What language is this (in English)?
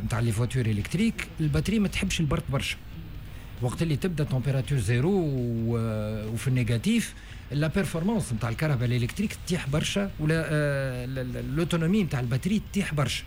Tunisian Arabic